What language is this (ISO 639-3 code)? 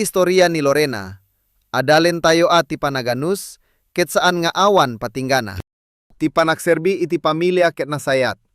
ilo